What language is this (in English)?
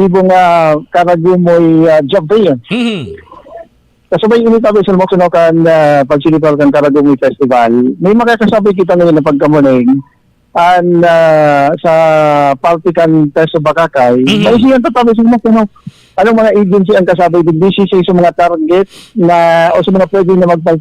Bikol